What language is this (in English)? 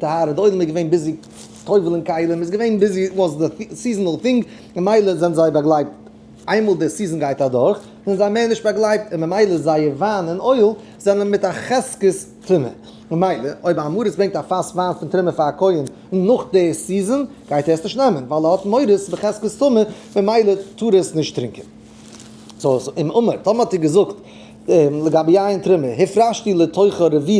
Yiddish